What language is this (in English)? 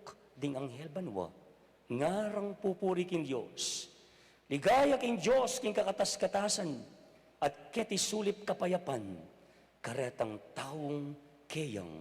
Pampanga